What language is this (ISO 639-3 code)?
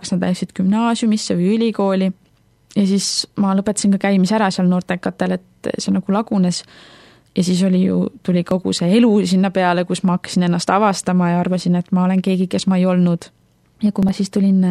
est